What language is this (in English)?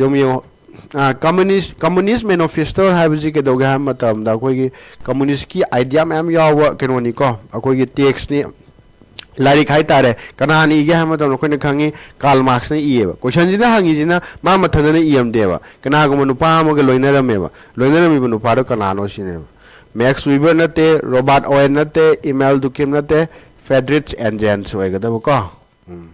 Manipuri